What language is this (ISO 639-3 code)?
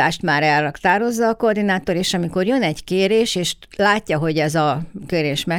hun